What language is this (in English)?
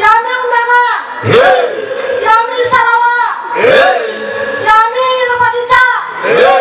Nias